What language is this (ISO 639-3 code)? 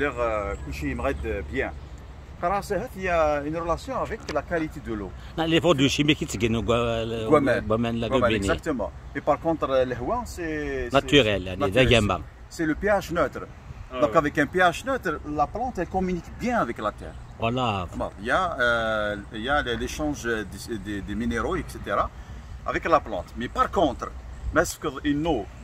kab